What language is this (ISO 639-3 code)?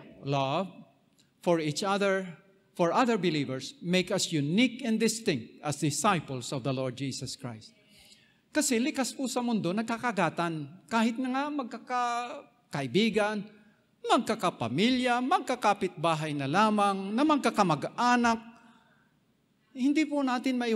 fil